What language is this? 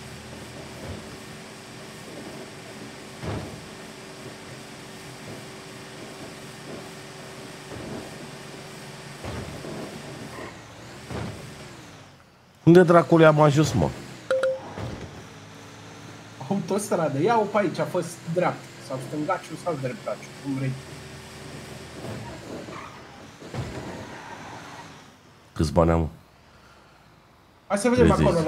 Romanian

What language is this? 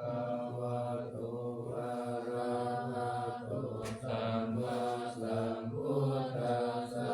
Pali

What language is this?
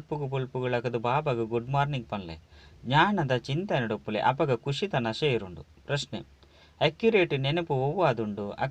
Tulu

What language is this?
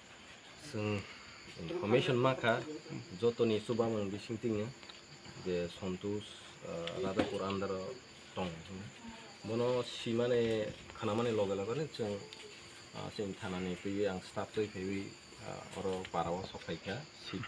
Kok Borok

